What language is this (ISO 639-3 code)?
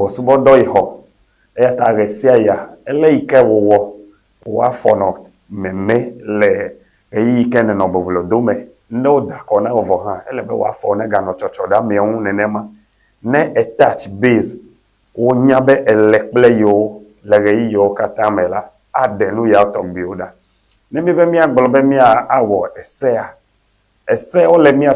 ewe